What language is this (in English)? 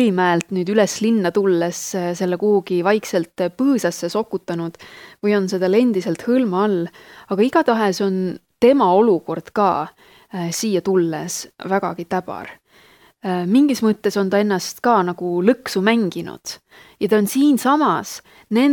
Estonian